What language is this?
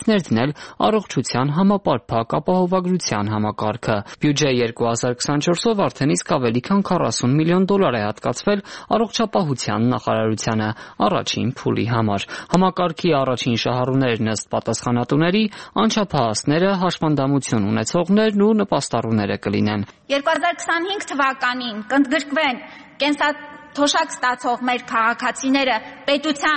Armenian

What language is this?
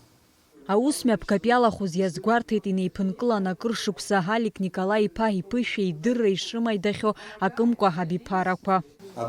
Abkhazian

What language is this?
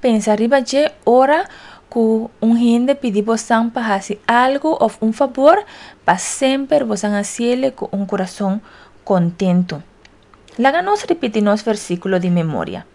Papiamento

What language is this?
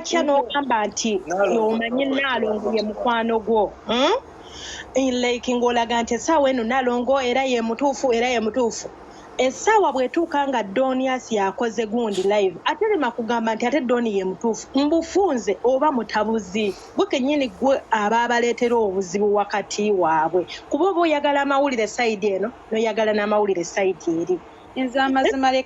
Ganda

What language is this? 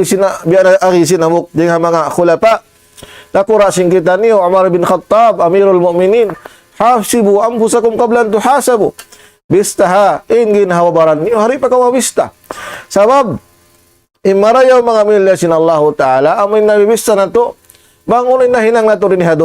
Tausug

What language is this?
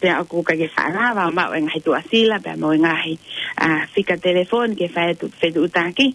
Tongan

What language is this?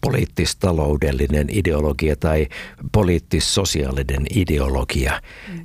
Finnish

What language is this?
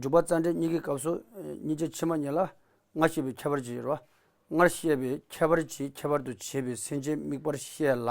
Tibetan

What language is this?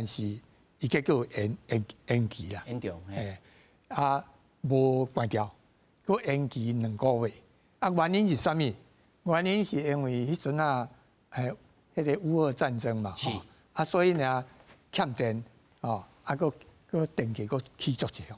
Min Nan Chinese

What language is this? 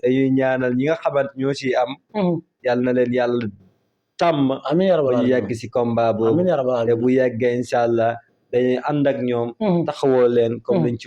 Wolof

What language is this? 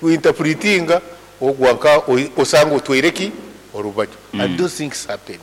Nyankole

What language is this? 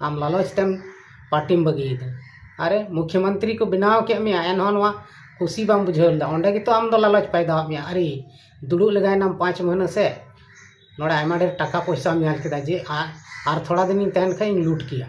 Santali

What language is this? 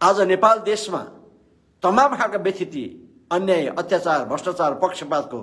Nepali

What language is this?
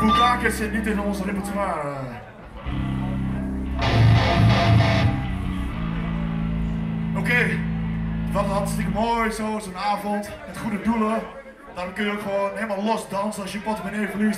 Dutch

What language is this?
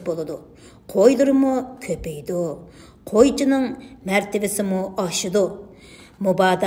Uyghur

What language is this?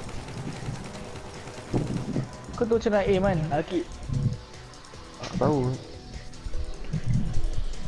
Malay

